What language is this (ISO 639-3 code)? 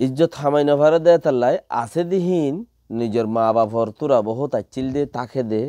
rhg